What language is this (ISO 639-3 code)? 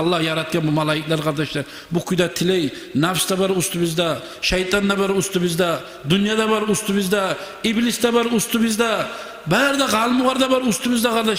kum